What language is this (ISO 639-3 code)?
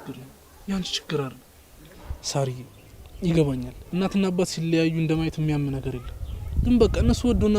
amh